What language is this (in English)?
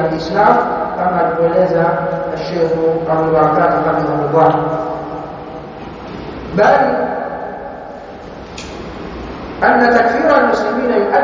Swahili